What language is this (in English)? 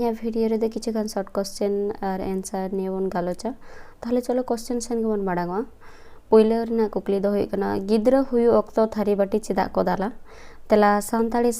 Santali